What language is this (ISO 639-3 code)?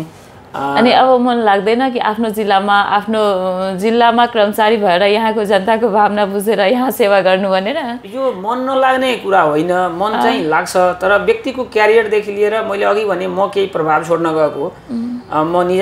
nep